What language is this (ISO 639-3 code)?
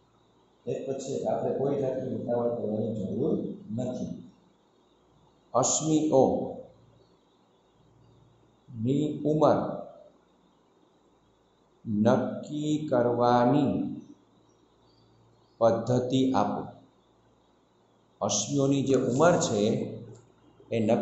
guj